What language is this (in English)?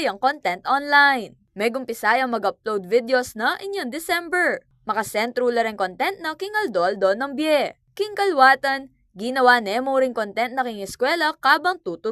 Pampanga